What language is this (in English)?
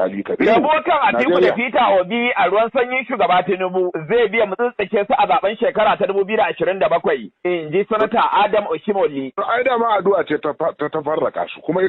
Hausa